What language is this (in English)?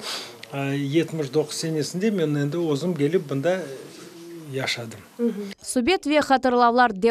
Crimean Tatar